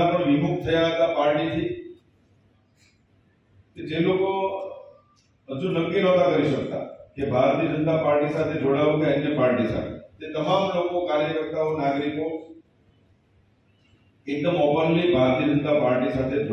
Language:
Gujarati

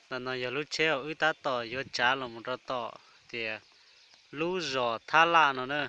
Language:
Hmong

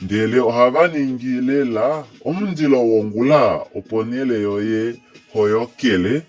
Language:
Kuanyama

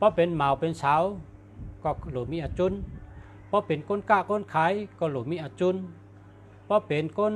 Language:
Shan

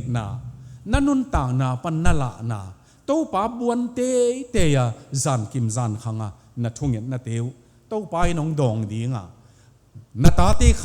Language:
Tedim Chin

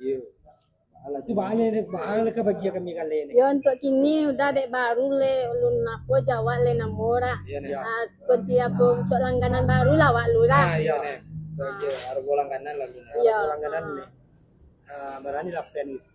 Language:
Minangkabau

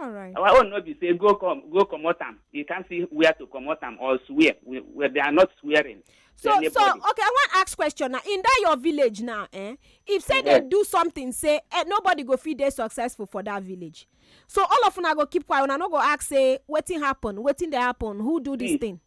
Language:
Nigerian Pidgin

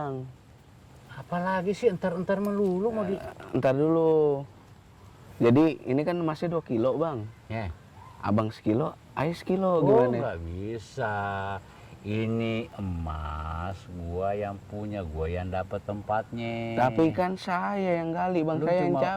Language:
Betawi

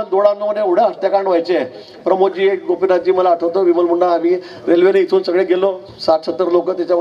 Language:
Marathi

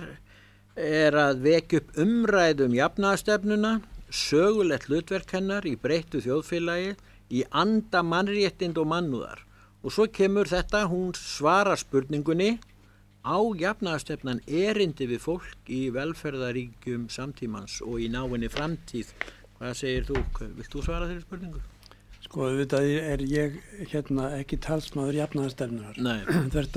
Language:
Icelandic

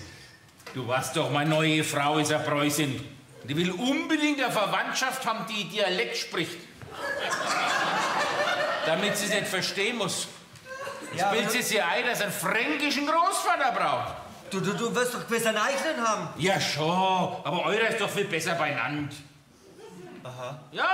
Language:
German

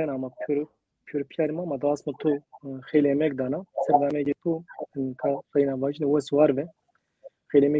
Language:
Zaza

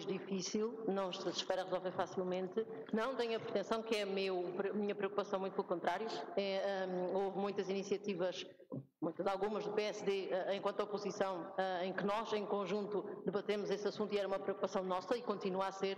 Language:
Portuguese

